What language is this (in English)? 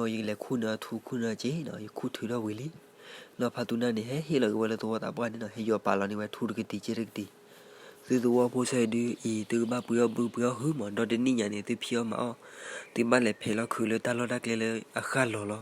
S'gaw Karen